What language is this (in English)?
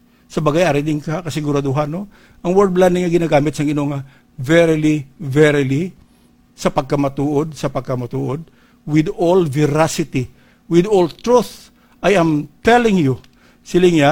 Hiligaynon